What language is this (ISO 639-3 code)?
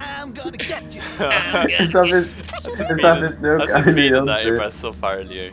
fao